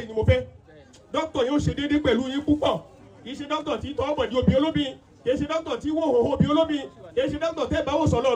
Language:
Yoruba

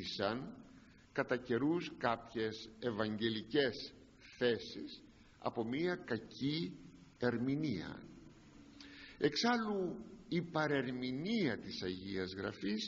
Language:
Greek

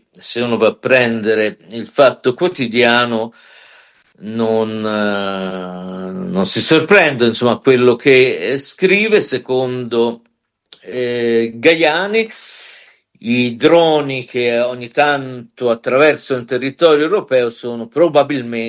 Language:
Italian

